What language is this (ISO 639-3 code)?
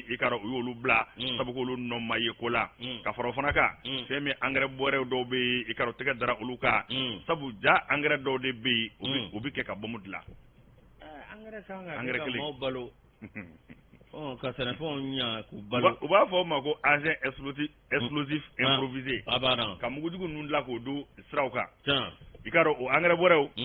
bam